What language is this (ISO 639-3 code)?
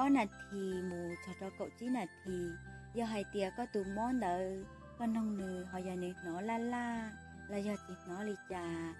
hmn